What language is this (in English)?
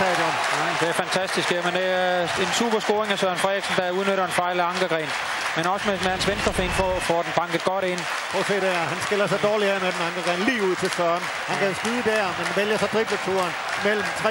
Danish